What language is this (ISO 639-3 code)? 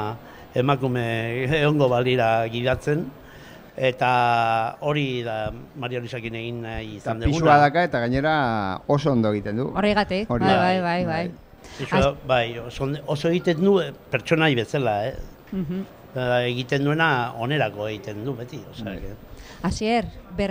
eus